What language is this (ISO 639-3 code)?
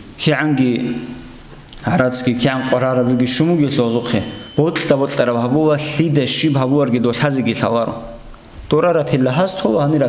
ava